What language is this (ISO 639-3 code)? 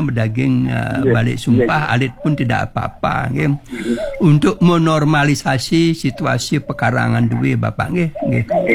ban